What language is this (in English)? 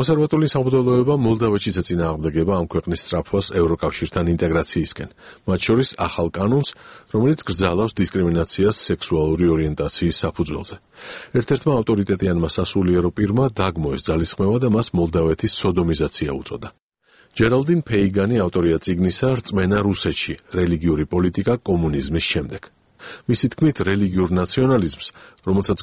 Georgian